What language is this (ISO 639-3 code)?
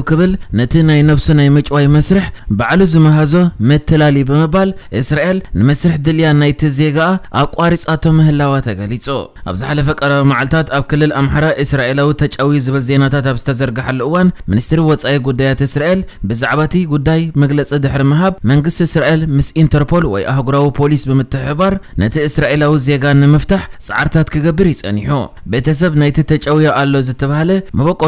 tir